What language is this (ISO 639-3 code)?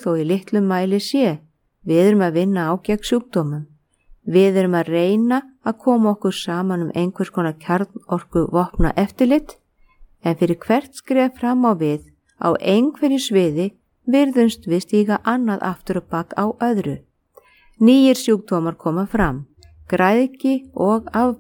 isl